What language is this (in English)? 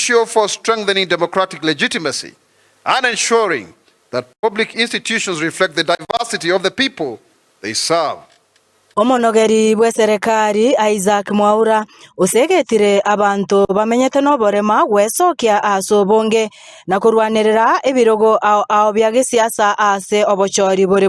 Gusii